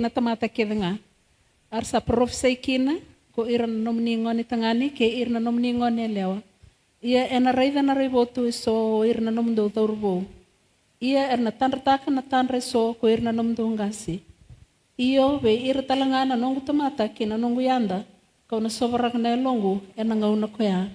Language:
Fijian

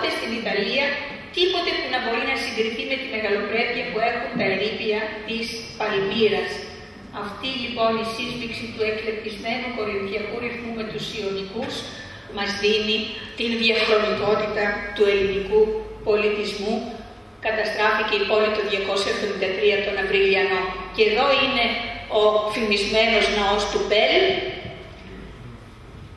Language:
Greek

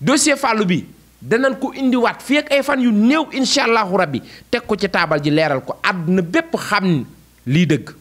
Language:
Wolof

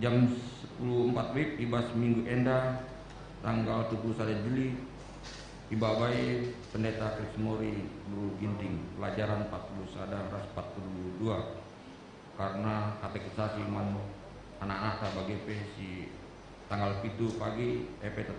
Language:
Batak Karo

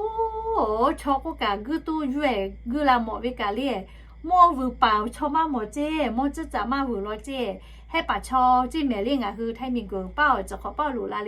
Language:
Lahu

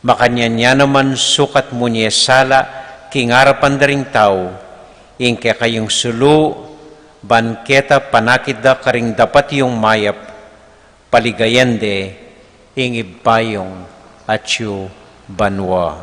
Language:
Pampanga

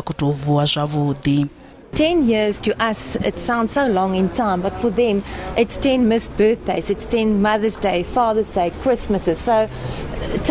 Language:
Venda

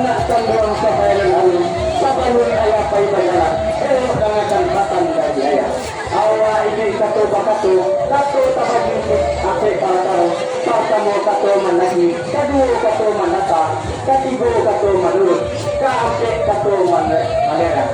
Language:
Minangkabau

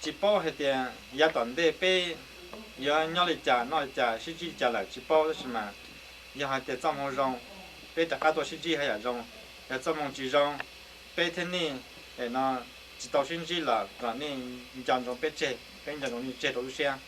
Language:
Hmong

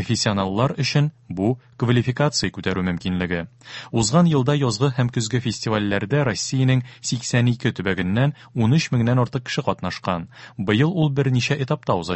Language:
Tatar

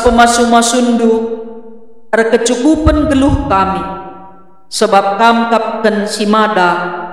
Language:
Batak Karo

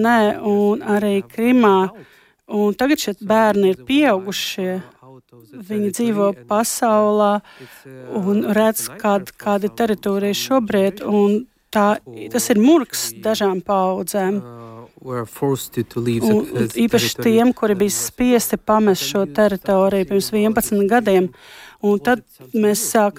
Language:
Latvian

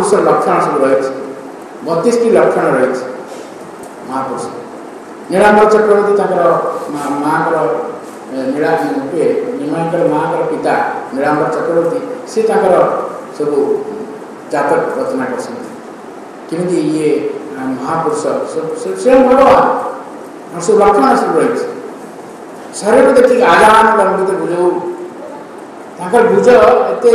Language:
Odia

